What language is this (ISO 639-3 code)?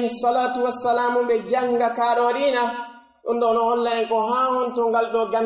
fuf